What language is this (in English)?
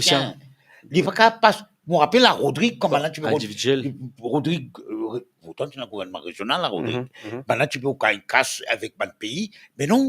Morisyen